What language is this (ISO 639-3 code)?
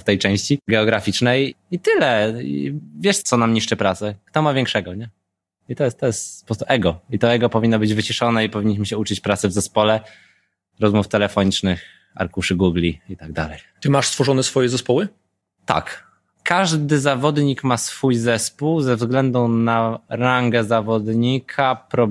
pol